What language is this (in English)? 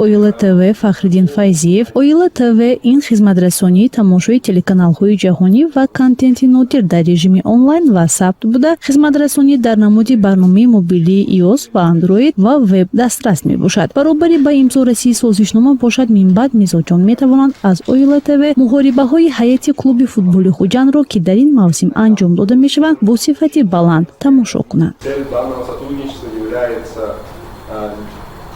Tajik